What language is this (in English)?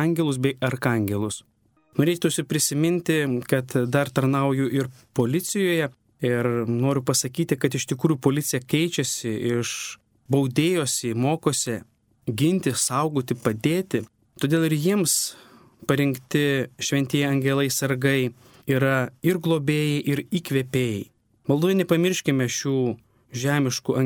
Lithuanian